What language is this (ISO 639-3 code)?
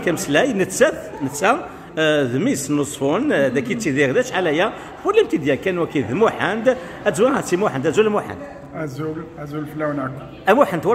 kab